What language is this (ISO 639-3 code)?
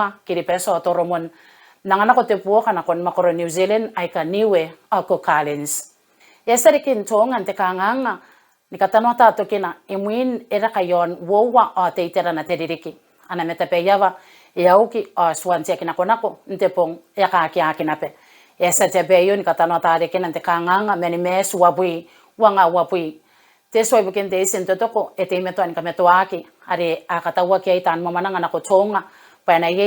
gil